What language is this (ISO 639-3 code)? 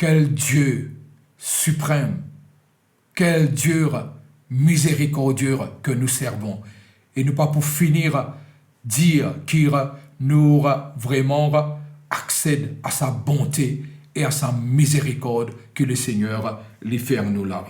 mfe